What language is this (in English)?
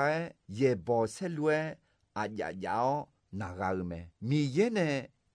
Akha